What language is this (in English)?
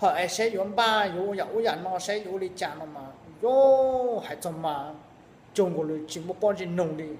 Hmong